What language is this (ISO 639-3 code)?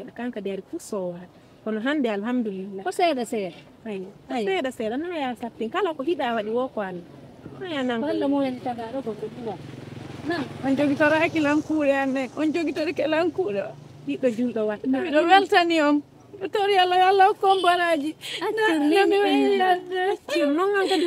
ful